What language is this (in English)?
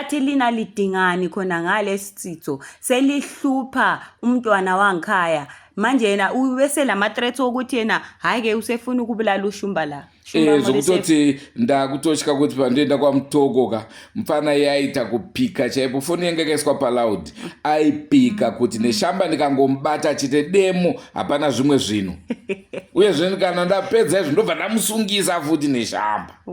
Shona